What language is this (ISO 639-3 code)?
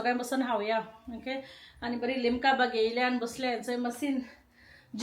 kok